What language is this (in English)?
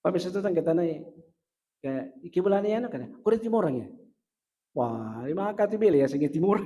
Buginese